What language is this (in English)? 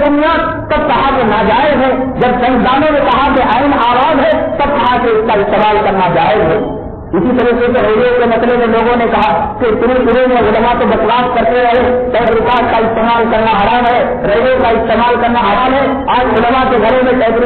Urdu